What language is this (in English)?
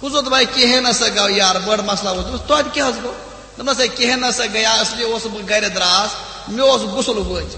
Kashmiri